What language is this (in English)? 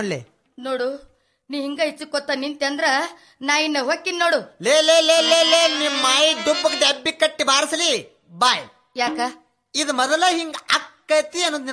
Kannada